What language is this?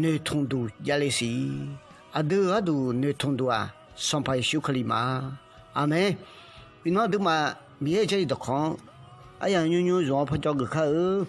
Akha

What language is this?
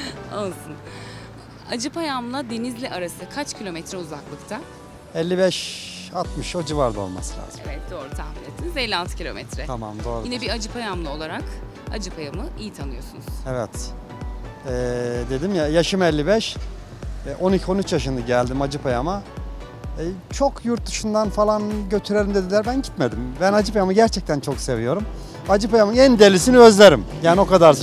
Turkish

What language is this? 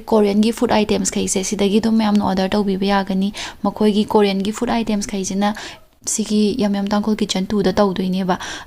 Manipuri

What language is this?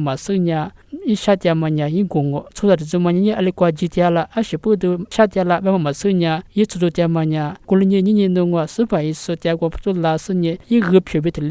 Lisu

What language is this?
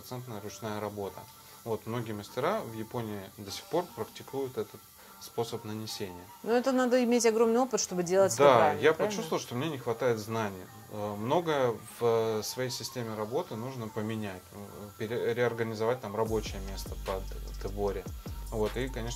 Russian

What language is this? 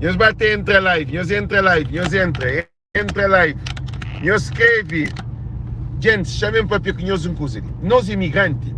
Kabuverdianu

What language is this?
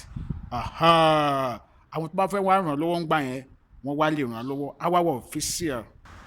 Yoruba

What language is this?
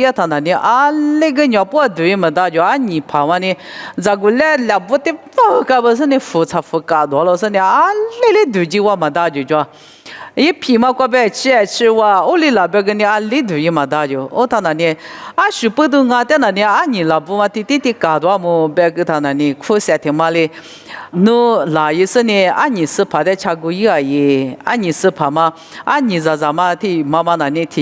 Lisu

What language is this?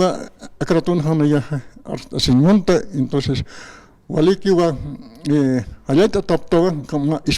Aymara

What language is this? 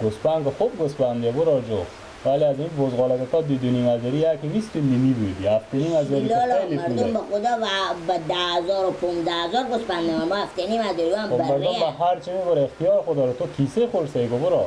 Persian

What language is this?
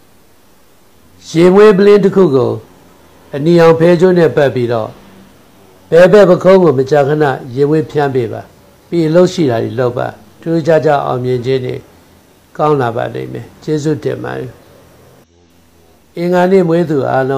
Burmese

